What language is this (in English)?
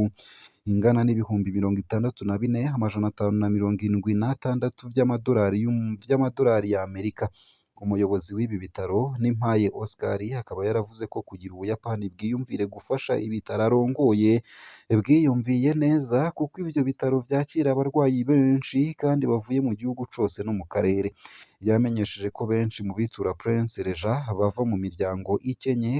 Rundi